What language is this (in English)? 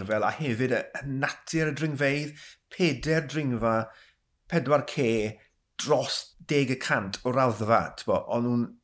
Welsh